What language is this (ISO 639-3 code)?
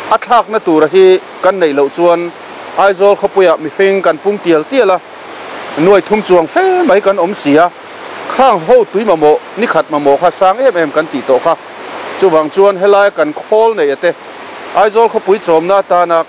lus